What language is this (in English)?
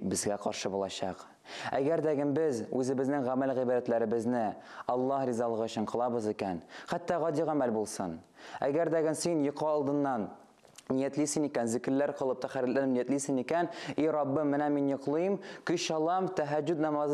Tatar